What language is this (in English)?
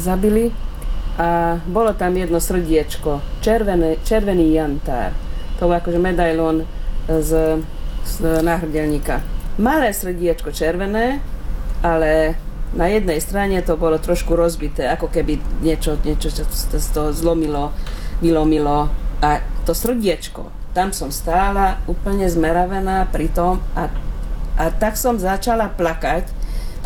Slovak